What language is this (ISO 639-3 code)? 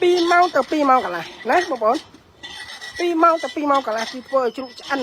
khm